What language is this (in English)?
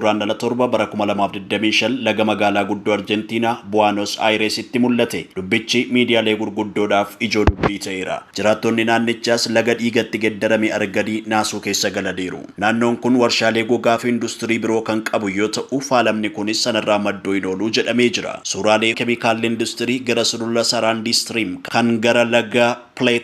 Oromo